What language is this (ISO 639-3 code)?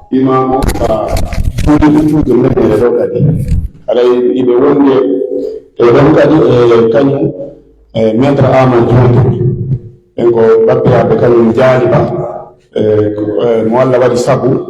fuf